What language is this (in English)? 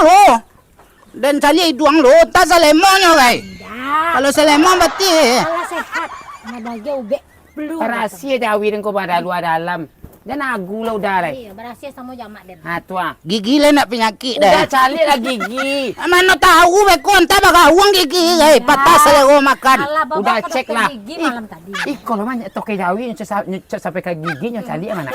Minangkabau